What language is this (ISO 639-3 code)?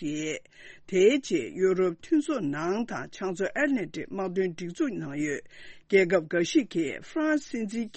bod